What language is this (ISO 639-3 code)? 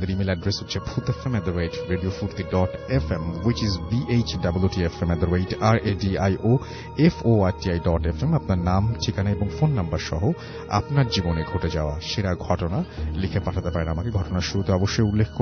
ben